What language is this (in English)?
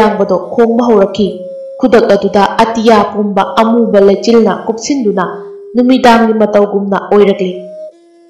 Manipuri